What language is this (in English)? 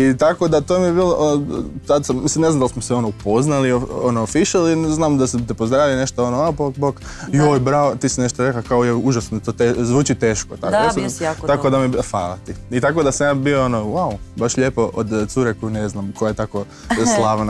Croatian